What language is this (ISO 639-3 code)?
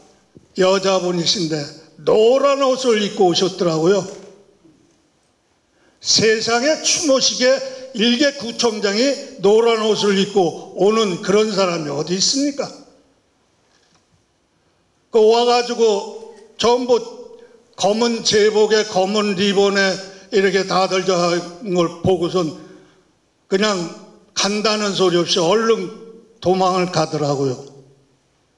kor